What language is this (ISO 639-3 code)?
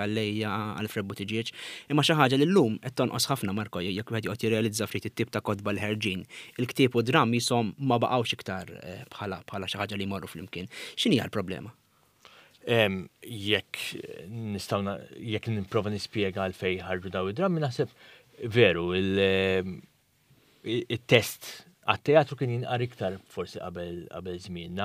mlt